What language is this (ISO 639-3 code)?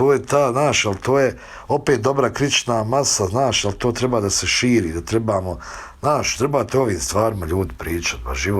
bos